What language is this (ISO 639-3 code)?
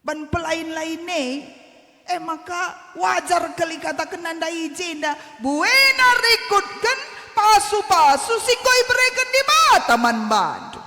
btx